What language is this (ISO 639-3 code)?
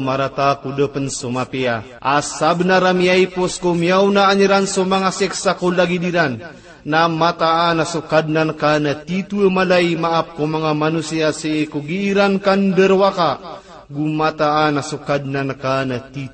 mrw